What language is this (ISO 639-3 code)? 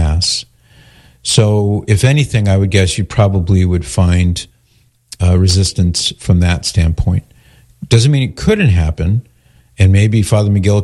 eng